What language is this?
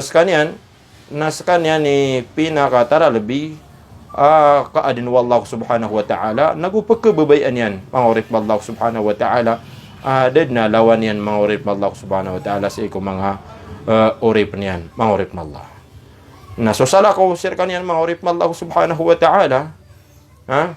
Maranao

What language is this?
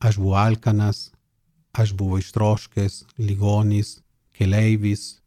Lithuanian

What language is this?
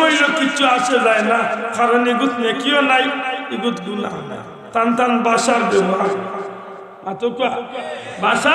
Sylheti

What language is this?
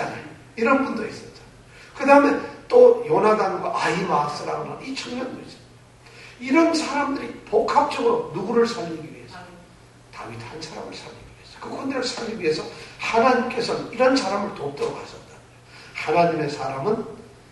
Korean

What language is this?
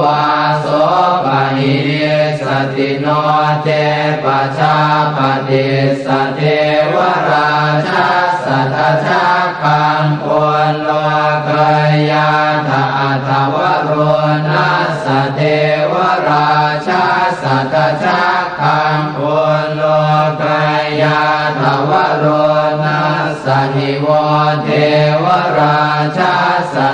Pali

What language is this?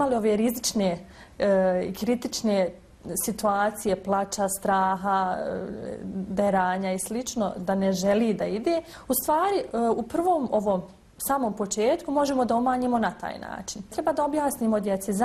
Bosnian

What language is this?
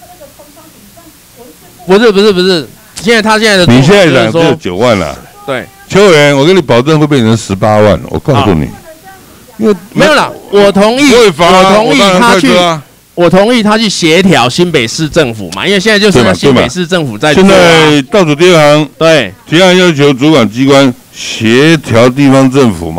Chinese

